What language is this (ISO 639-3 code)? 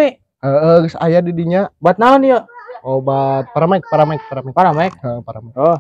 sun